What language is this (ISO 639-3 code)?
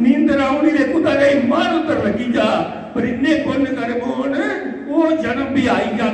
doi